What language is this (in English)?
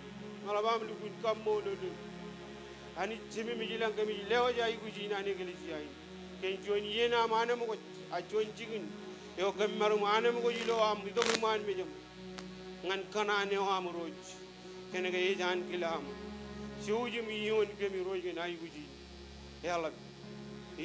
Marshallese